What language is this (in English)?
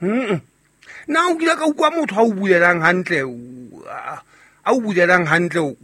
Southern Sotho